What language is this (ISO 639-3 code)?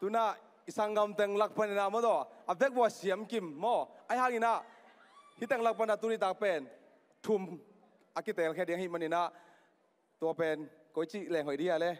ctd